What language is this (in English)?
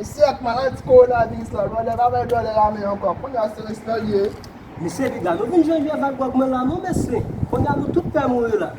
Haitian Creole